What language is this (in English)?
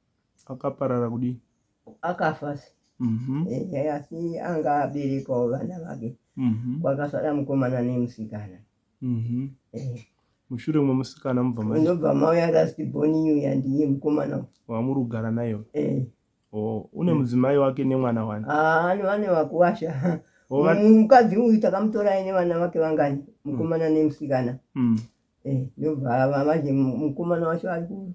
Shona